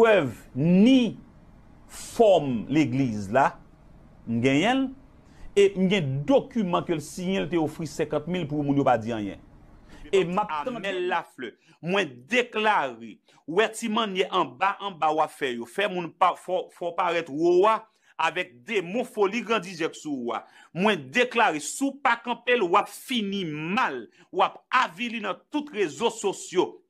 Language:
Haitian Creole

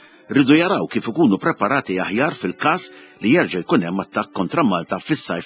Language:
Maltese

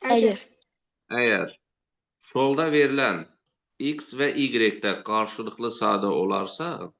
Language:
Azerbaijani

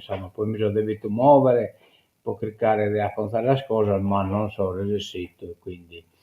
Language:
Sardinian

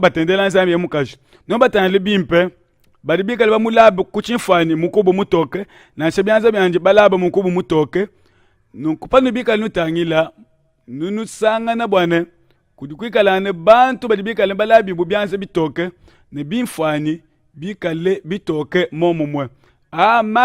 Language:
Luba-Lulua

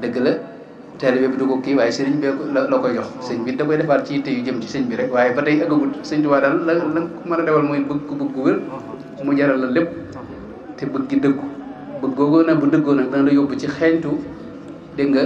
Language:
Wolof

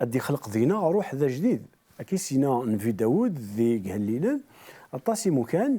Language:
Kabyle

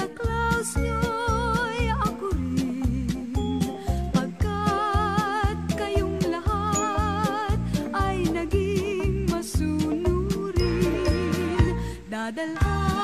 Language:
Filipino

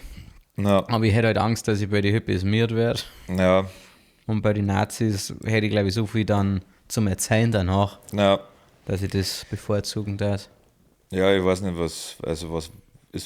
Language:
Bavarian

